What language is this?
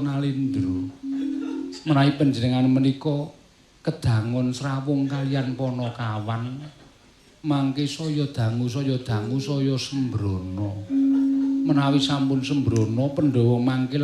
Javanese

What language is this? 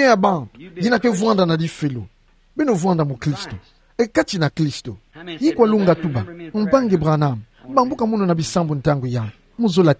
Kituba (Democratic Republic of Congo)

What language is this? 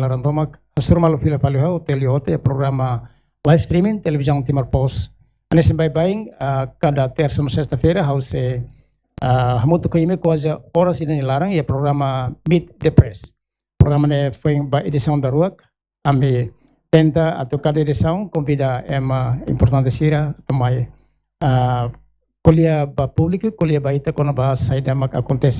Tetum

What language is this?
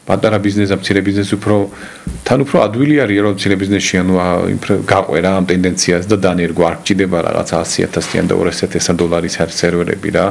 Georgian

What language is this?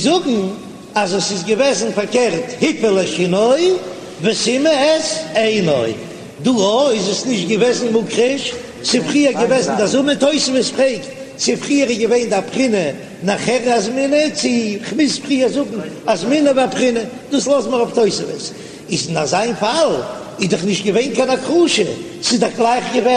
Yiddish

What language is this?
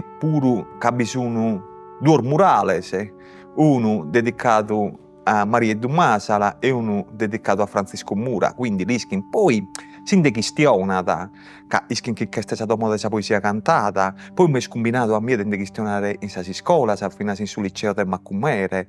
Sardinian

